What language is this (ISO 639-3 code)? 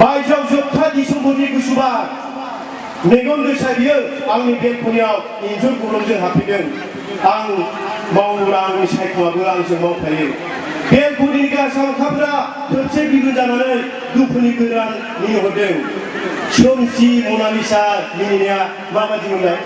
brx